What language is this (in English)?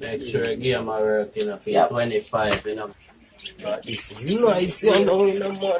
Jamaican Creole English